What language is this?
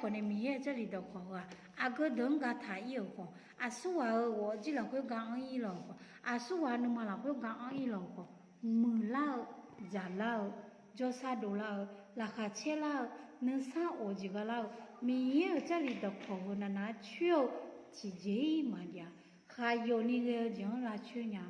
Akha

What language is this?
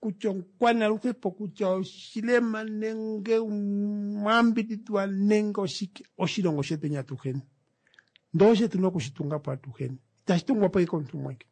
Kuanyama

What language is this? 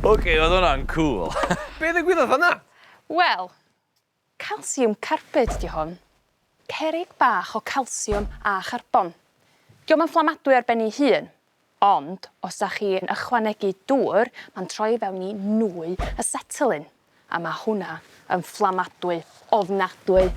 Welsh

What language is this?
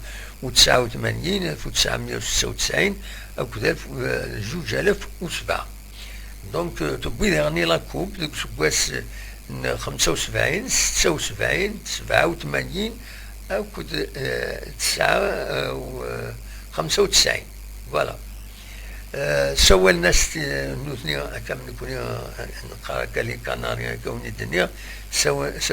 Kabyle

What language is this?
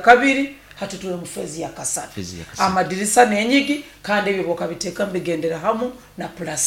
Nyoro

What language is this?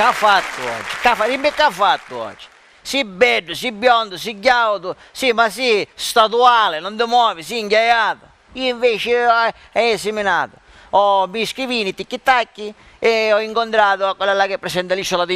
Sicilian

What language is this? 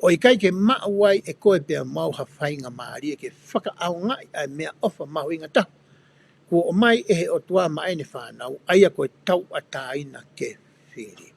Tongan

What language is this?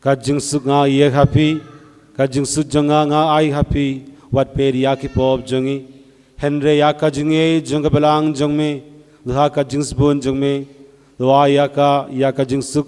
Khasi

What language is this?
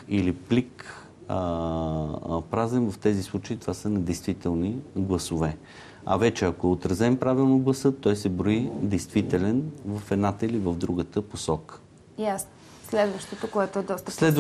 Bulgarian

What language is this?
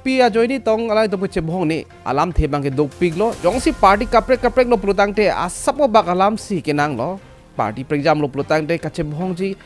Karbi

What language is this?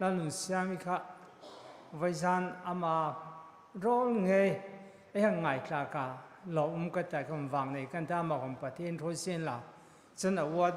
Hmar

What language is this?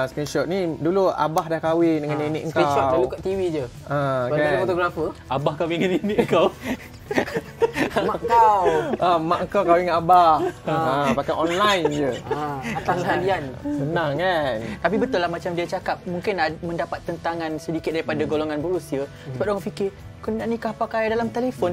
Malay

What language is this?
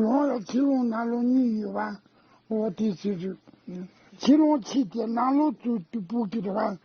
Tibetan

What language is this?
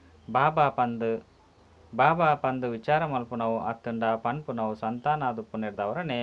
Tulu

